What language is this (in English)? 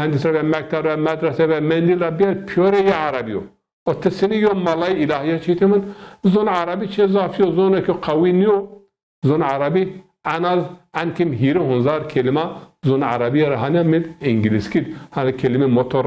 Zaza